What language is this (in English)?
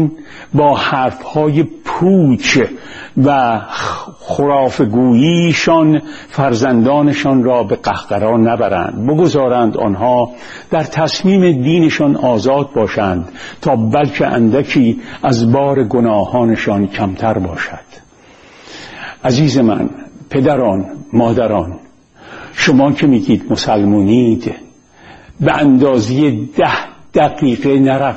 Persian